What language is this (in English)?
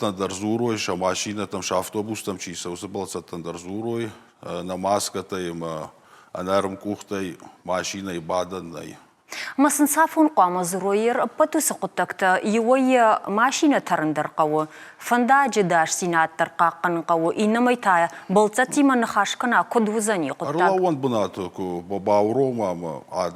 Ossetic